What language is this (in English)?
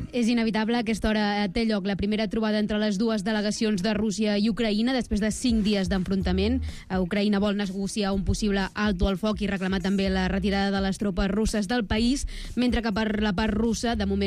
Catalan